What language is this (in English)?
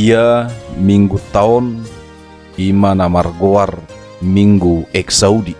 Batak Toba